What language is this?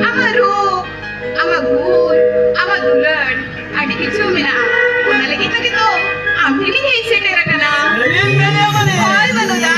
Santali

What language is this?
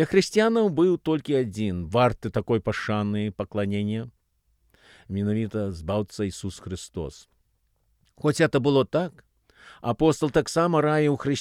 Belarusian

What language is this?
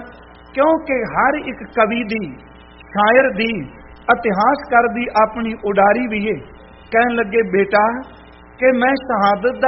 Punjabi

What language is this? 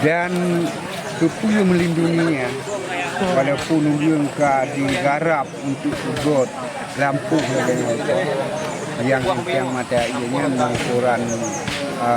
Achinese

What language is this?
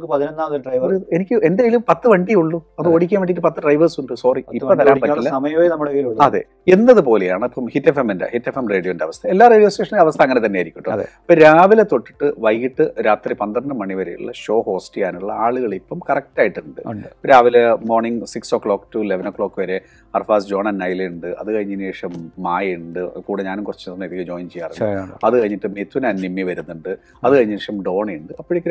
Malayalam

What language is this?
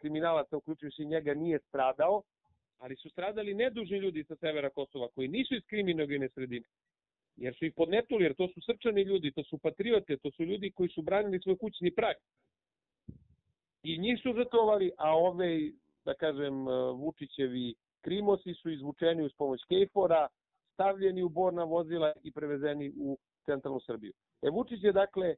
Serbian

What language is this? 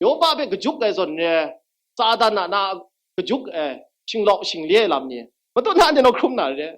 Kachin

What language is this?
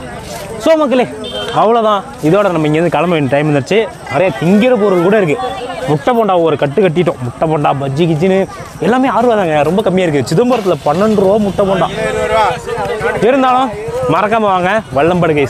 Tamil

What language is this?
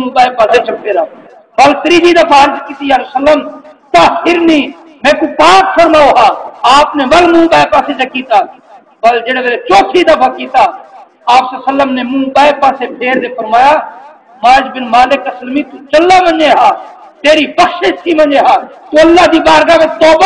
Saraiki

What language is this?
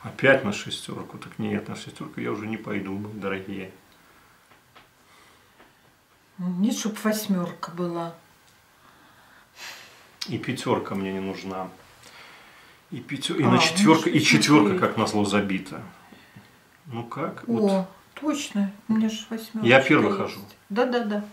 Russian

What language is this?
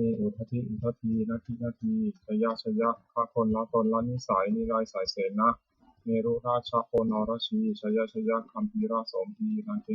Pali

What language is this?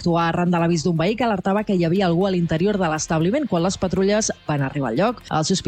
Catalan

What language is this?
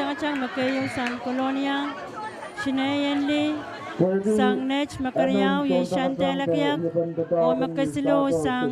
Pohnpeian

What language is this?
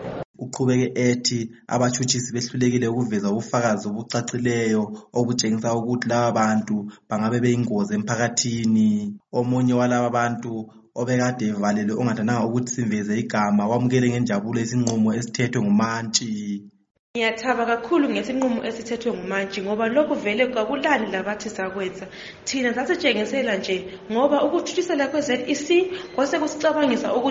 North Ndebele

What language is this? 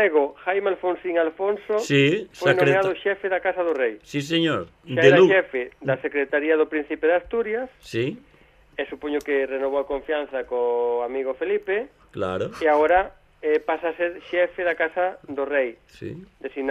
Galician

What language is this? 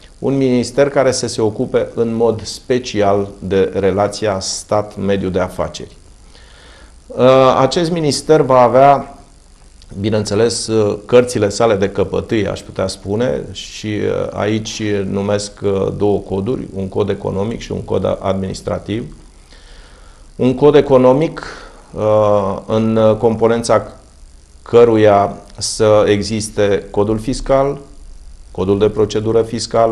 Romanian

